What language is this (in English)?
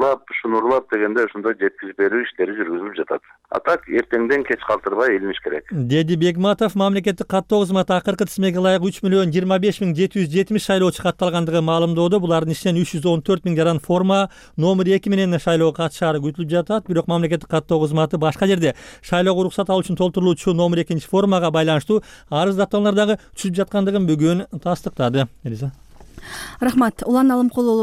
Kyrgyz